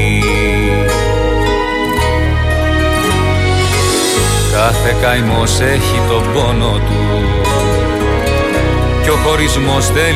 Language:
Greek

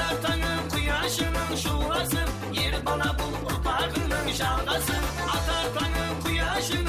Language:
Kara-Kalpak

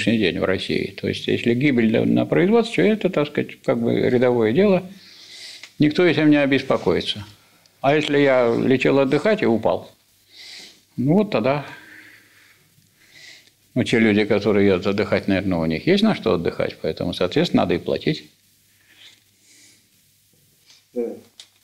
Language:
Russian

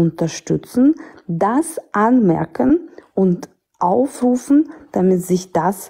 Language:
German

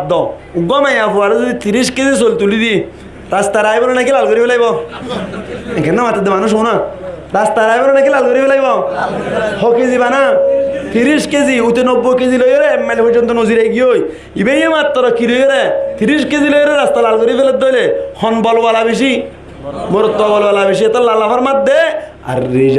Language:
Rohingya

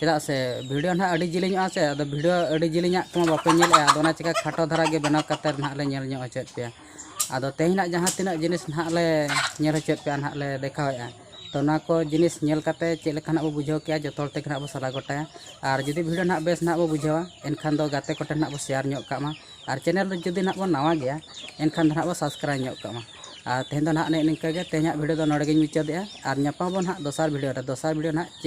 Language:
Santali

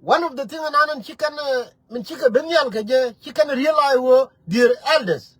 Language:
Nuer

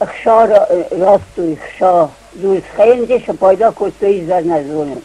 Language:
Ossetic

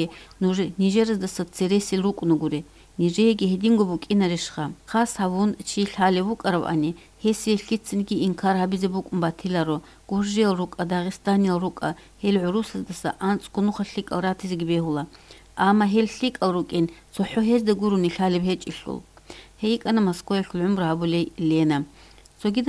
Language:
Avaric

